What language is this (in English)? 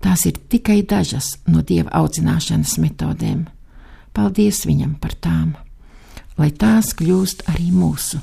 Latvian